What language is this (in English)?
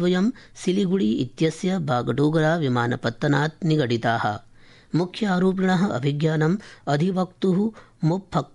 Sanskrit